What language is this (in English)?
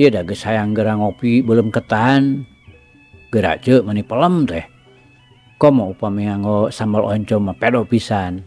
Sundanese